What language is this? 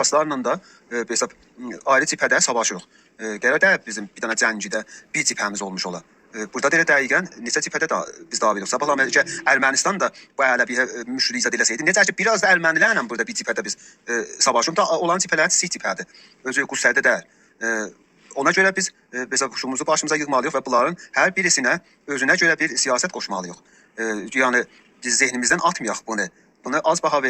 South Azerbaijani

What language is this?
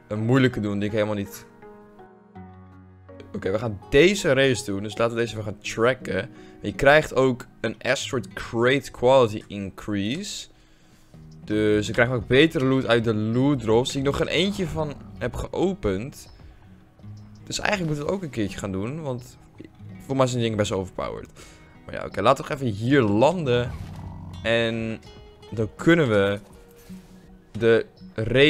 Dutch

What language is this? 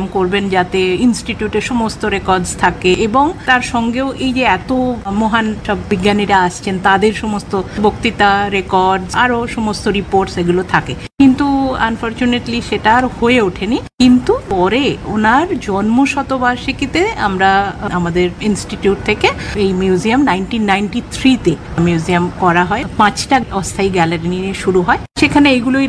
Bangla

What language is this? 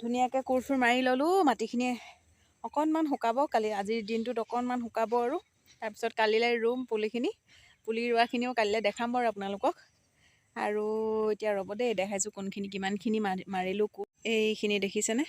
Assamese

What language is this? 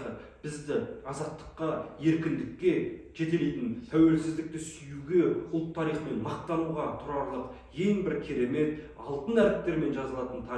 Kazakh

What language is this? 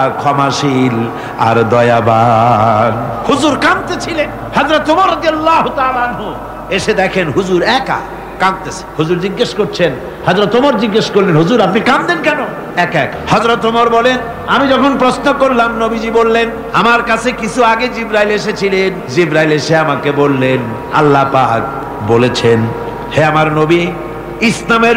Bangla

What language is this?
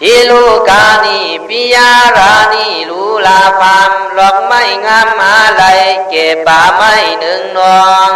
Khün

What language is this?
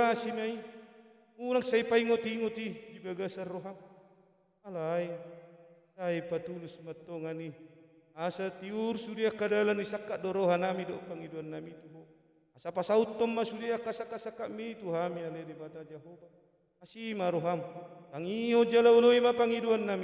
Batak Toba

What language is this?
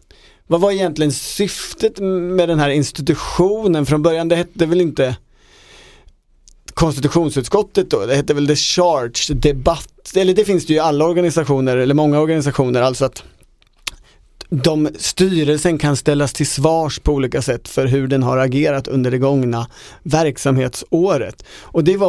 Swedish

